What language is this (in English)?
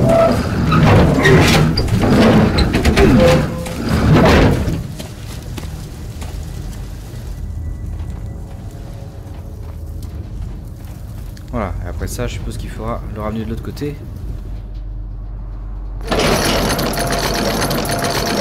French